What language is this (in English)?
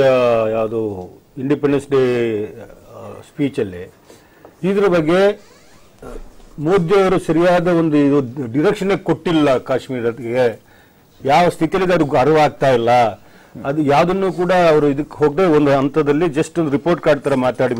Kannada